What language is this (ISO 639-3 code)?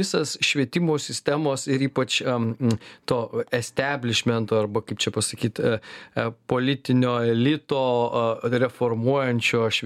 lit